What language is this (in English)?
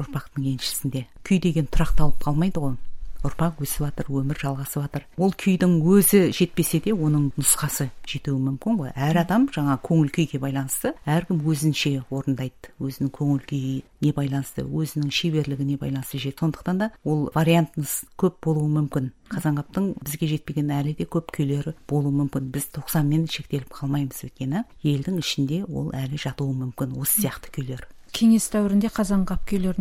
Kazakh